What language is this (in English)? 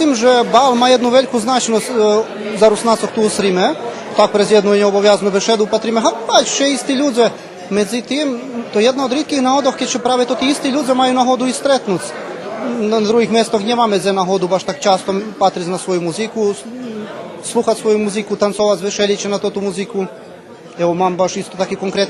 Rusyn